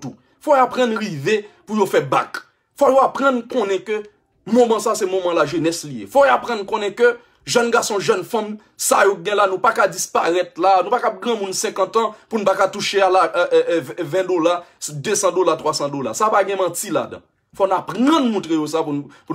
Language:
Haitian Creole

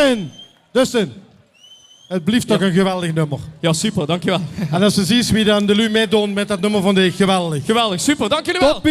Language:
Limburgish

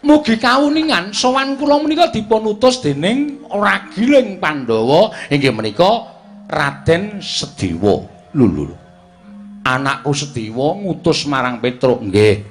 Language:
Javanese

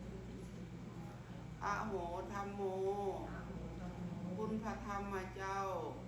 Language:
Lao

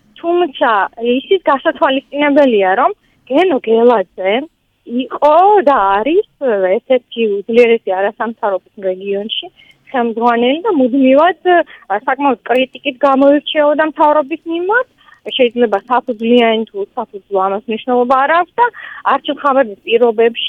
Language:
Georgian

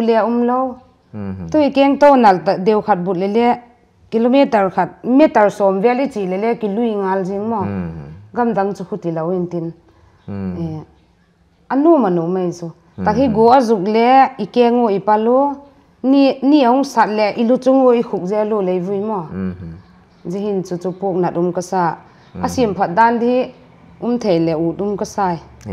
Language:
Paite Chin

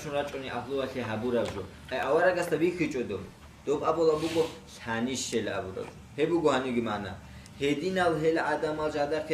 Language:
Avaric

